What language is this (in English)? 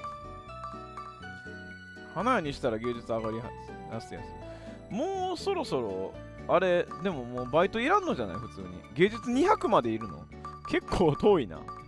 Japanese